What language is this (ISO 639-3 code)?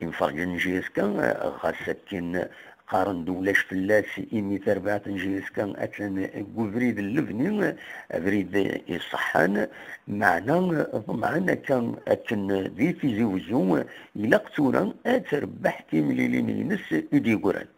kab